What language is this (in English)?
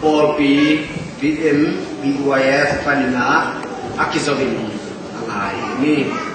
Tedim Chin